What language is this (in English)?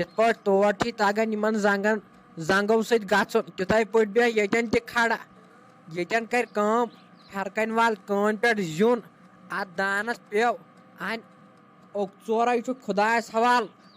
Kashmiri